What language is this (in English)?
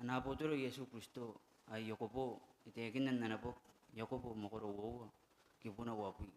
Gilbertese